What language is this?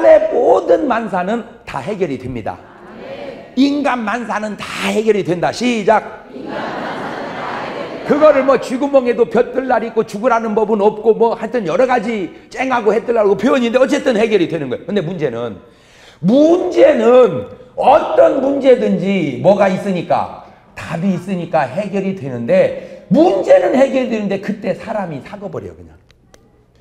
Korean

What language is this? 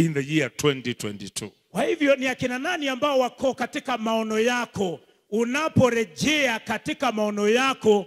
Swahili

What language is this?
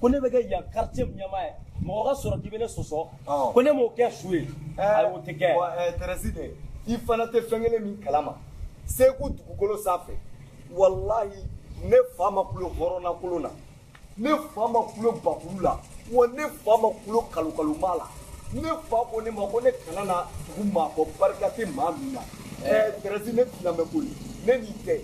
Bambara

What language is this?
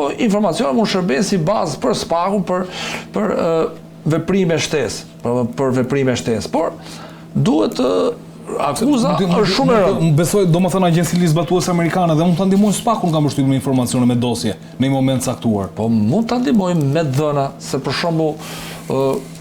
Albanian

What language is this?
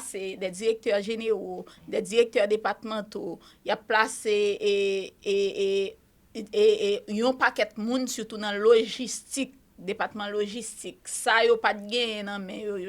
Haitian Creole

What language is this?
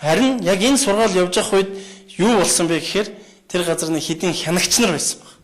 Mongolian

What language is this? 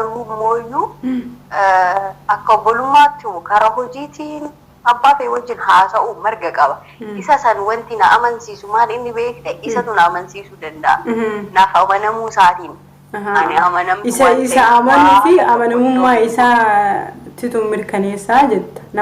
Oromo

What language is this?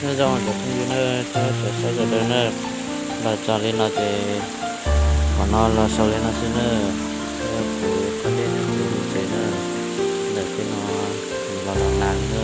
Hmong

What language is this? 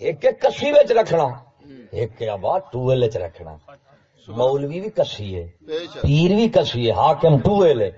Saraiki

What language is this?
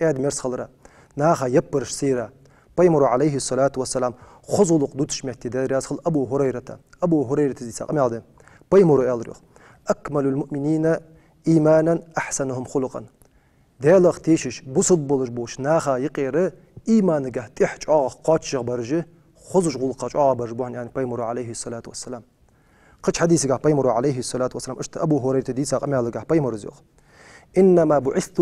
Ingush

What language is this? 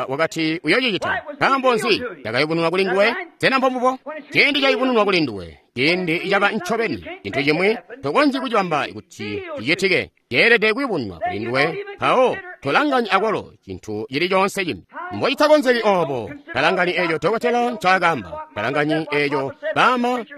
Tonga (Zambia)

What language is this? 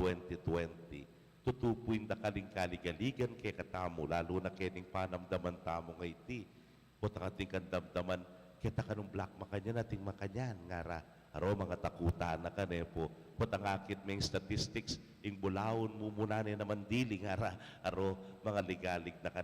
Pampanga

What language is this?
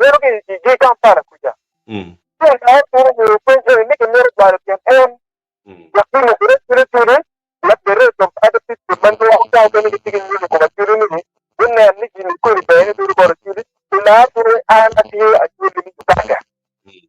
Acoli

